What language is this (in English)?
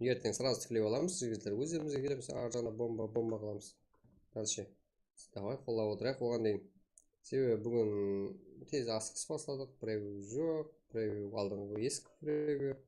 Kara-Kalpak